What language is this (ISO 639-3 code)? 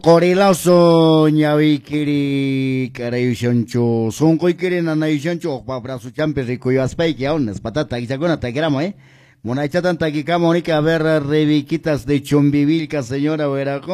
que